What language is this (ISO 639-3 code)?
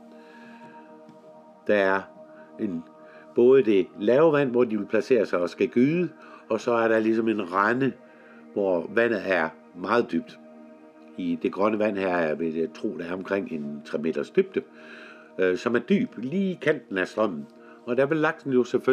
dan